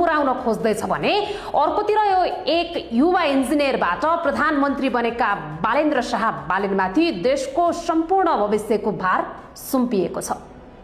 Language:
Nepali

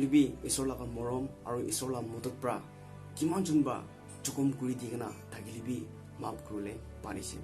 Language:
Naga Pidgin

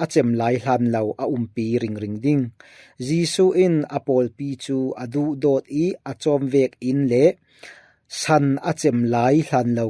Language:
Falam Chin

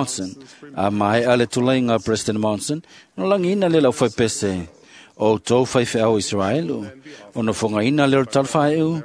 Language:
Samoan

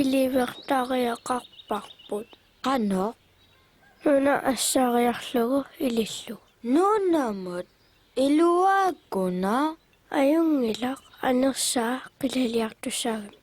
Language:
Kalaallisut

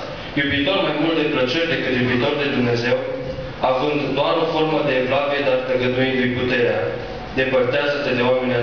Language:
Romanian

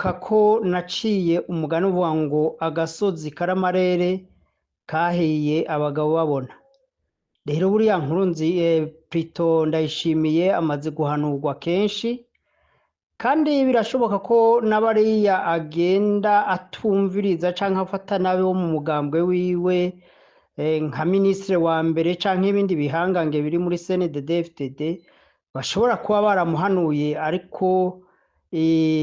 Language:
Rundi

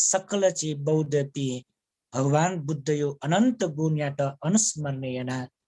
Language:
Newari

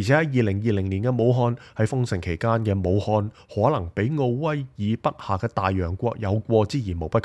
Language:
Cantonese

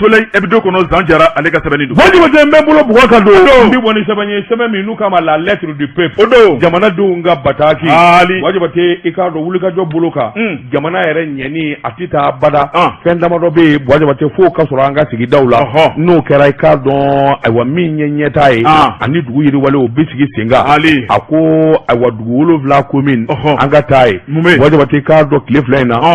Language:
Bambara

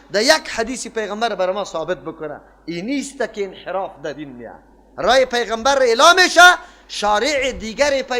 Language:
Persian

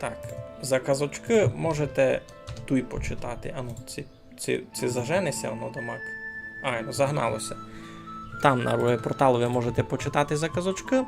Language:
Rusyn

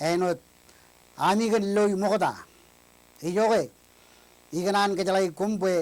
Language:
Marshallese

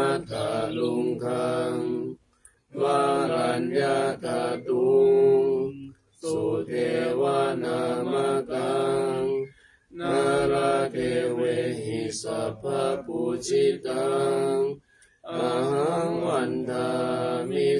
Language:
Pali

